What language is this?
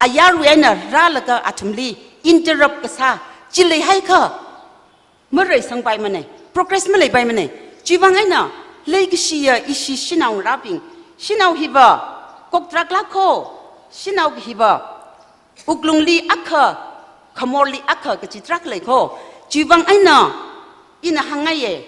Tangkhul Naga (India)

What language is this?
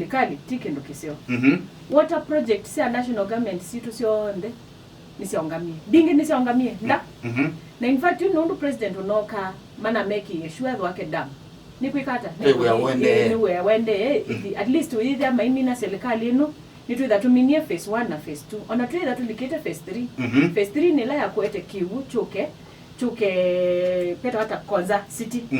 Kamba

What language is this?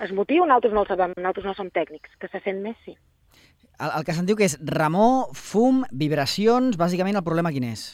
Catalan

